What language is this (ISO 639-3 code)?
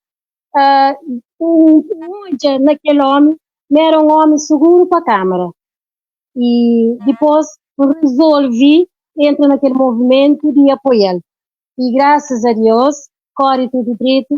kea